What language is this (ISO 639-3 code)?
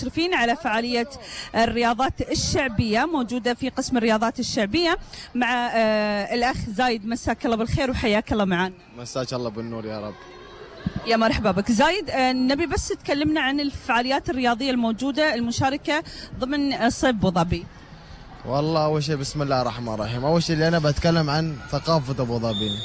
afb